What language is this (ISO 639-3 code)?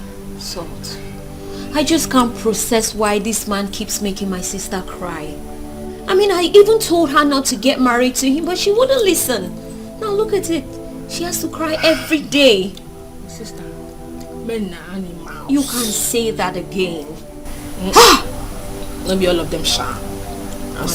pcm